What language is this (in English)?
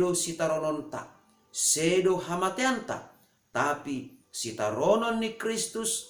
Batak Simalungun